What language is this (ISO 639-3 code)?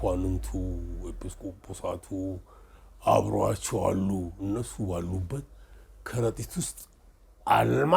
amh